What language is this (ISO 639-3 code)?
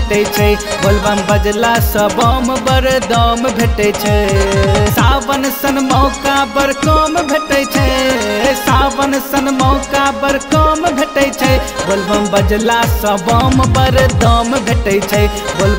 mai